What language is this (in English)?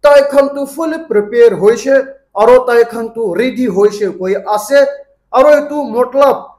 Naga Pidgin